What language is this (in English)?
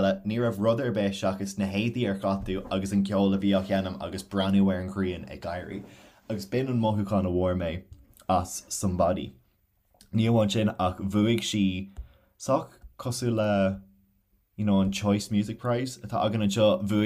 Irish